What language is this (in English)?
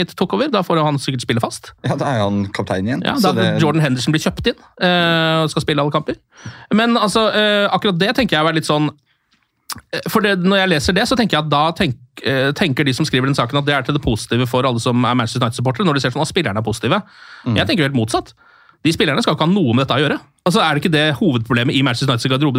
Norwegian